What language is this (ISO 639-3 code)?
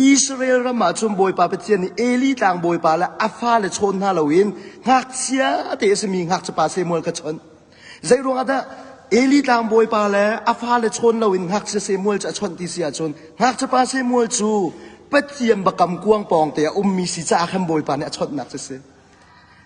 cnh